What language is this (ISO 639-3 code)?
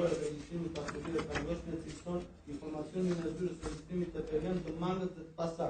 sqi